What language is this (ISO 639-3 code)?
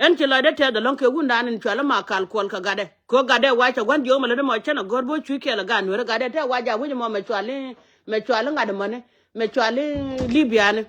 nus